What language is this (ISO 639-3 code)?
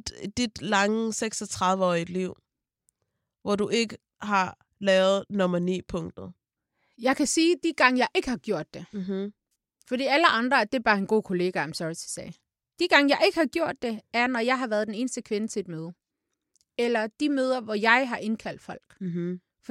dan